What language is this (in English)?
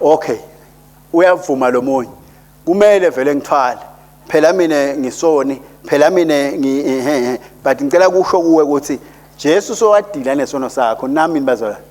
Swati